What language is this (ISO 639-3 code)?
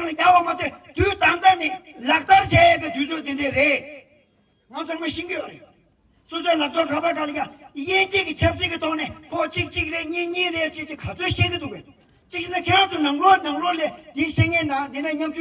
bod